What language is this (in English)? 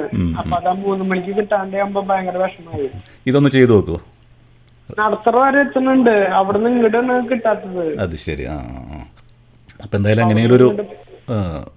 Malayalam